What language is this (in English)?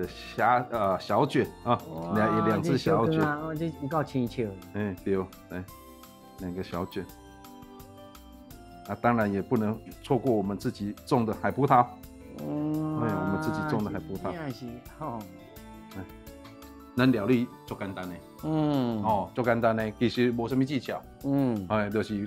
Min Nan Chinese